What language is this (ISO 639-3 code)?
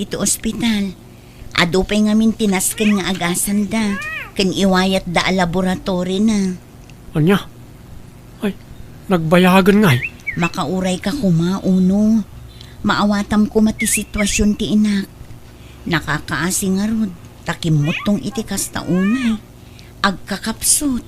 ilo